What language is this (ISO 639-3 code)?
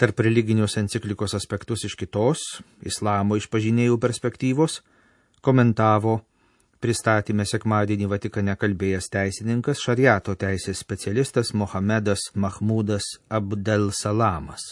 lit